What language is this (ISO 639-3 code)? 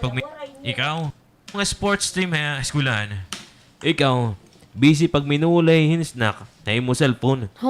war